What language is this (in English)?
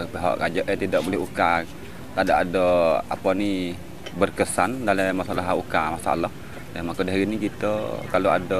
Malay